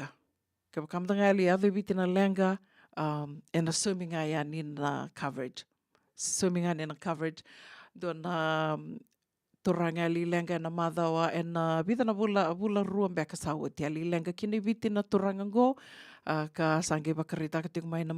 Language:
Fijian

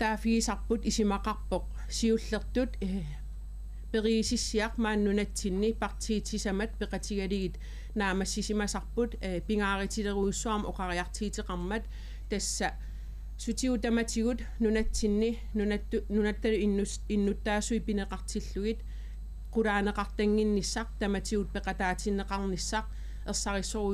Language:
Kalaallisut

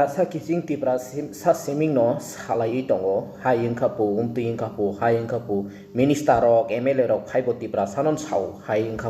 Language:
Kok Borok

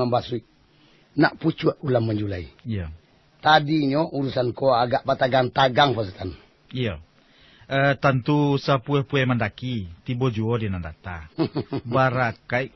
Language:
Minangkabau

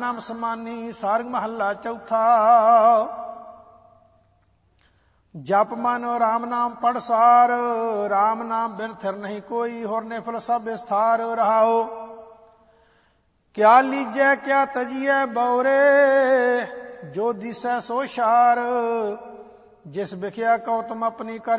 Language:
Punjabi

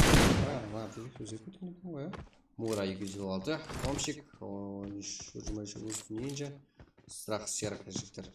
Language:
Kara-Kalpak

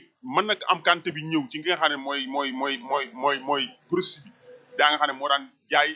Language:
Wolof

